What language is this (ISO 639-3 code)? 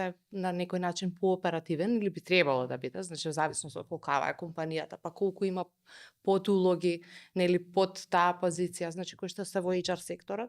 mkd